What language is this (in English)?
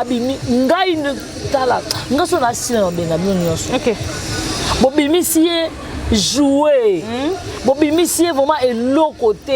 Lingala